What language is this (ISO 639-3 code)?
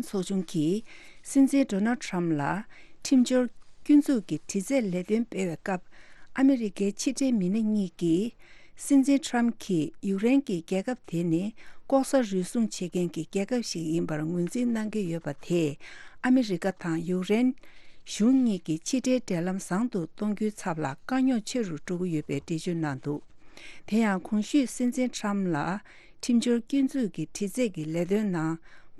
bod